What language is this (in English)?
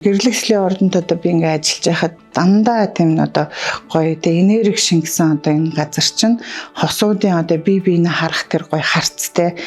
Mongolian